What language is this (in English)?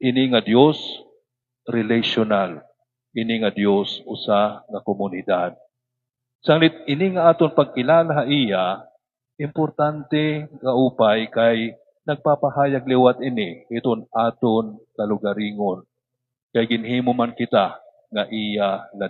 Waray